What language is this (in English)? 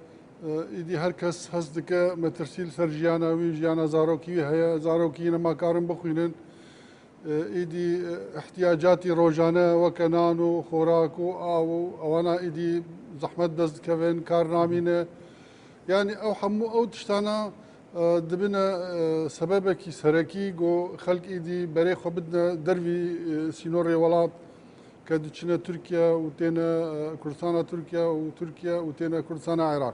Kurdish